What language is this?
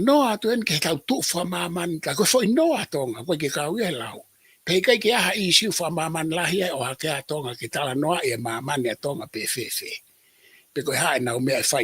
Tongan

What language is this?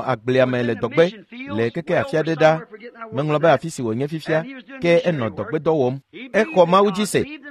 Ewe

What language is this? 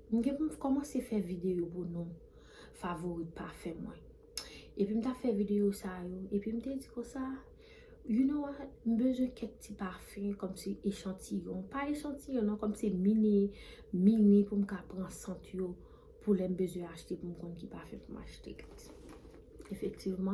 Haitian Creole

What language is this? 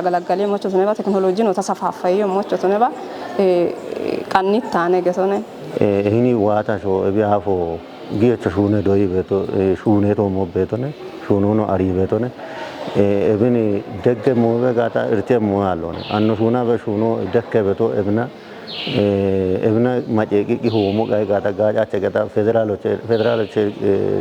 Kafa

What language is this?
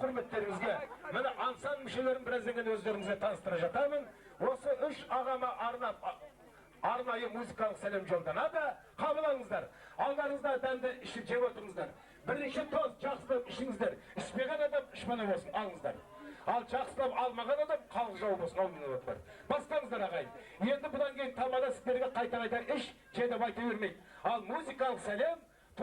Kazakh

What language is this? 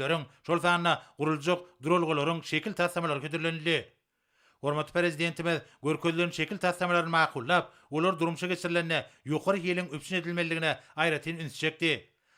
Turkmen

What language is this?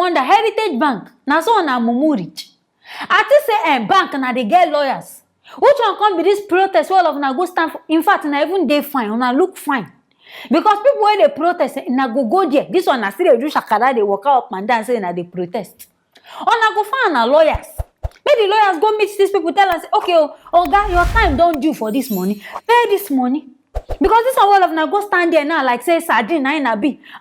Nigerian Pidgin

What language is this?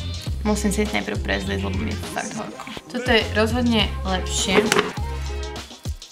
Slovak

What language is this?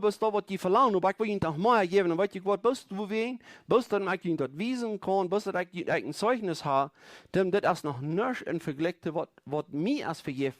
Plautdietsch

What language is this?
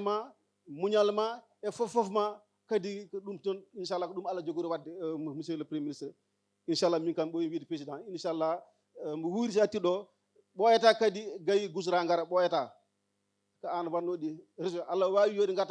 Fula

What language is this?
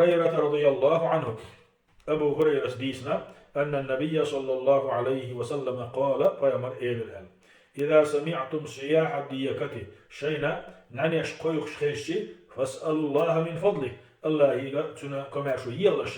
Chechen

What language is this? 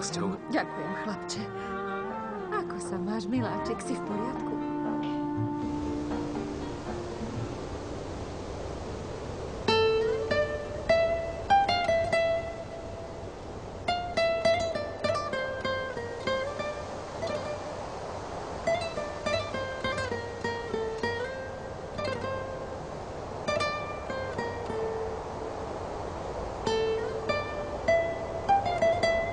Slovak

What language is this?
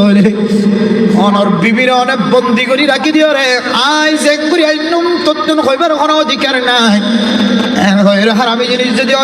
Rohingya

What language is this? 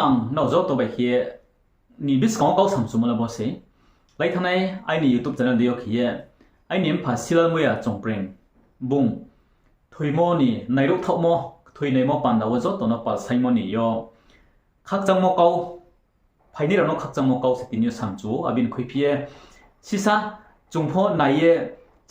Riang (India)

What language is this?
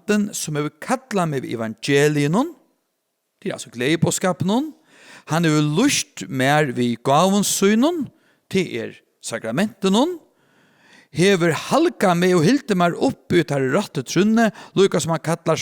Faroese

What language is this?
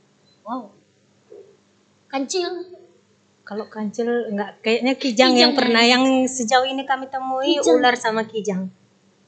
Indonesian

